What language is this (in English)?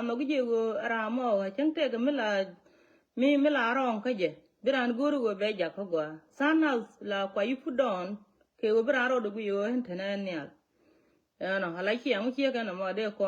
Nuer